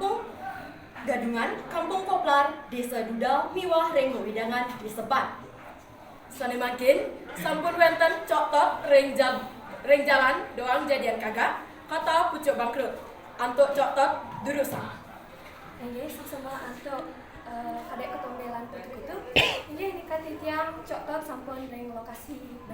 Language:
Balinese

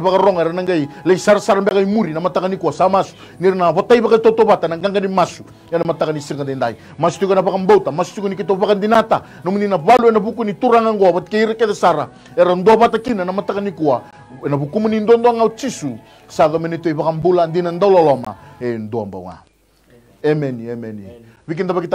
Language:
Fijian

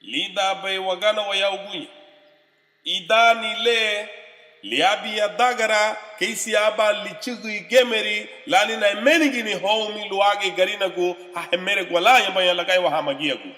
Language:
Garifuna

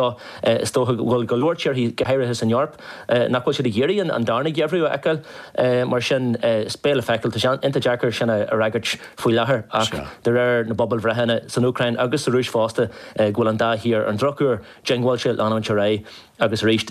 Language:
Irish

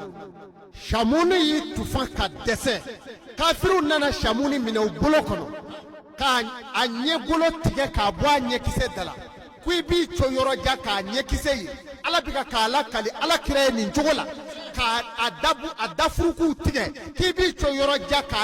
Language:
Bambara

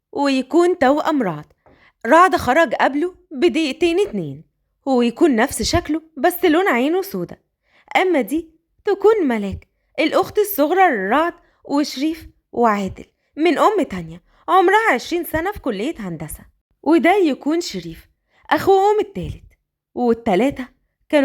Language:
Egyptian Arabic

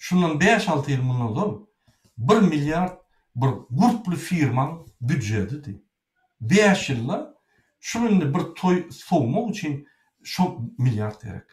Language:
Turkmen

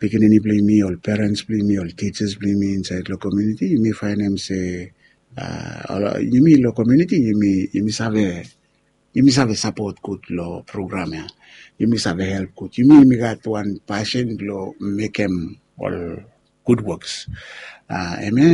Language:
Bislama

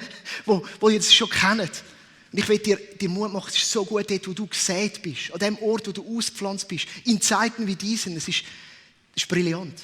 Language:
Swiss German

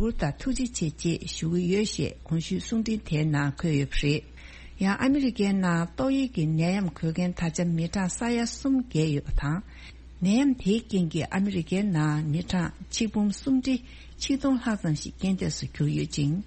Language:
Tibetan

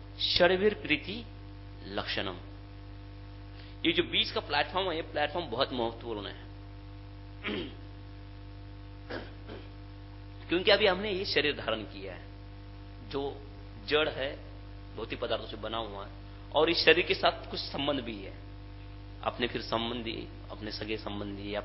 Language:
Hindi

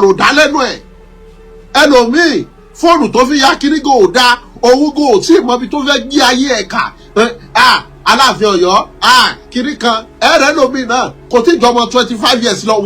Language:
Yoruba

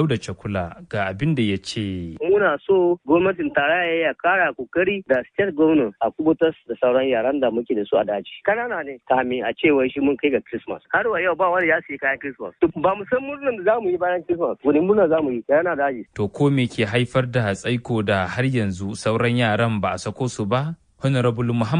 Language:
Hausa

